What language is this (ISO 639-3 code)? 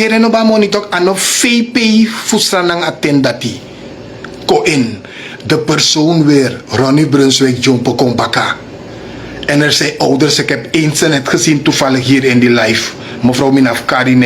srn